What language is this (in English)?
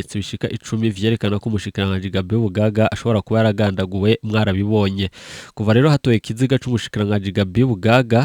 Rundi